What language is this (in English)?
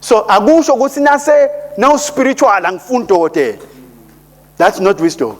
Swati